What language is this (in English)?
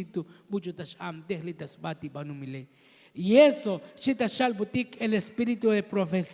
Tzotzil